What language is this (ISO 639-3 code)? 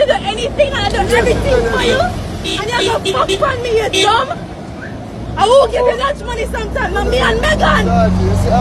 jam